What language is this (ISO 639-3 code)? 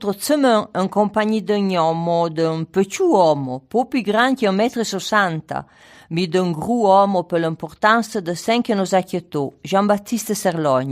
frp